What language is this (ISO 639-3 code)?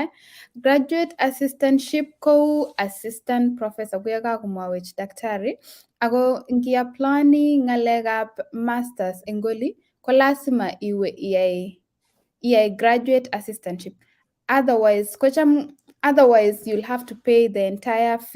kln